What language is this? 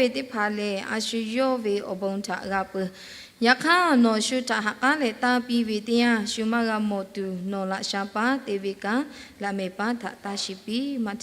Lahu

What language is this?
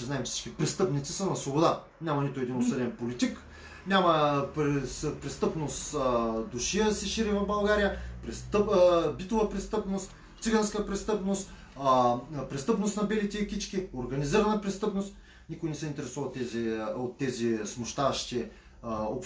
Bulgarian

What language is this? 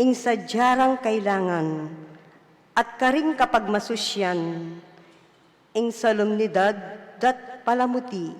Pampanga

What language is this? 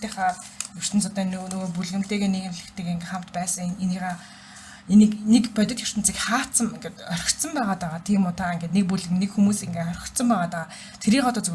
Mongolian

